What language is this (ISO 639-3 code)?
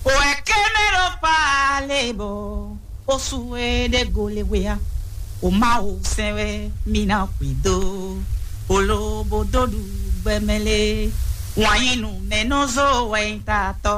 fon